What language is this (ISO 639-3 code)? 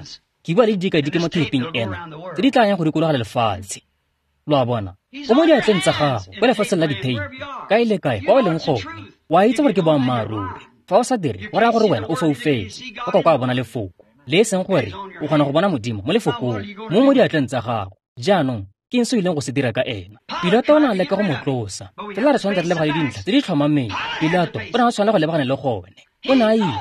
tsn